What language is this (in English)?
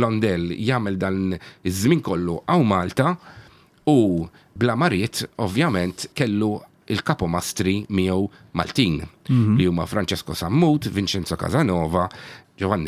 Maltese